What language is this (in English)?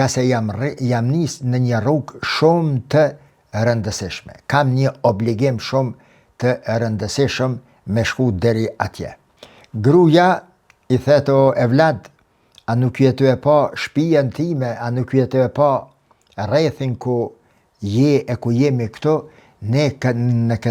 Albanian